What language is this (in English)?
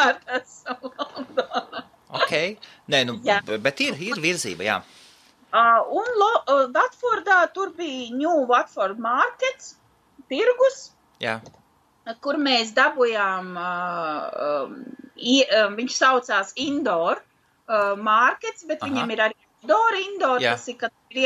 Latvian